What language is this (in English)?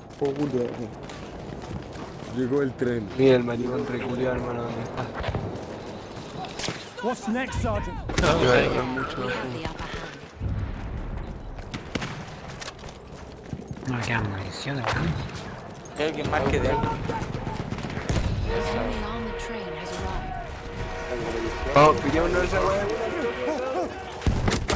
Spanish